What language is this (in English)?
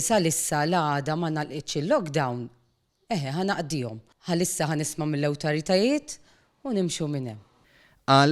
Maltese